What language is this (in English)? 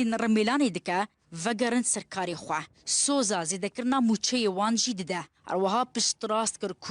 Kurdish